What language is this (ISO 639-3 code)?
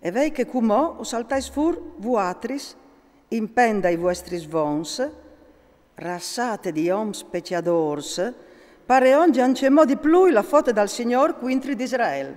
fur